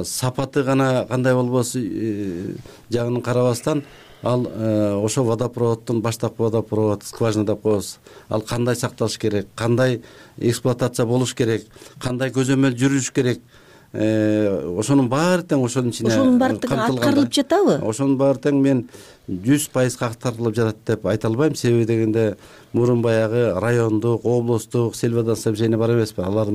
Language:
Kyrgyz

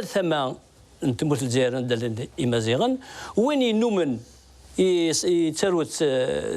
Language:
Kabyle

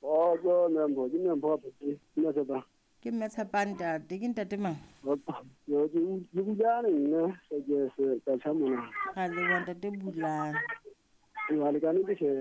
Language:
Southern Sotho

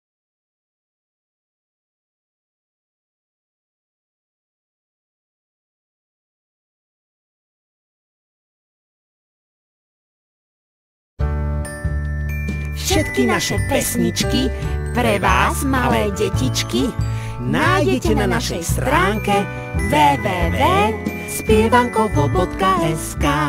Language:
Slovak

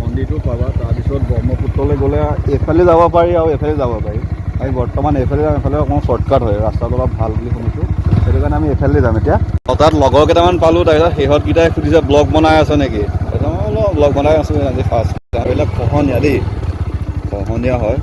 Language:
Assamese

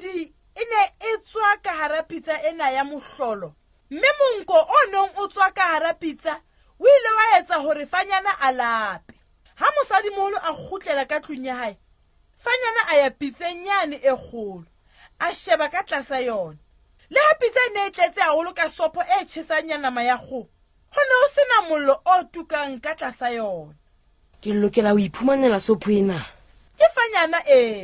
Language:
Southern Sotho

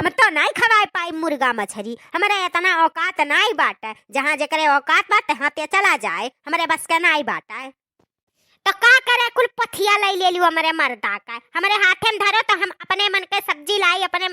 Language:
Awadhi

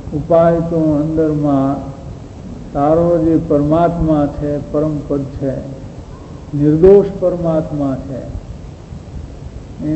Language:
Gujarati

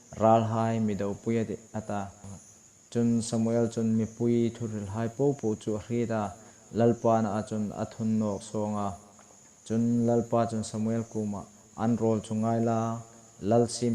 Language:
Hmar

